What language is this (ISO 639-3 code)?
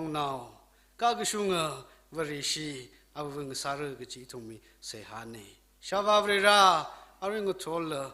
nmf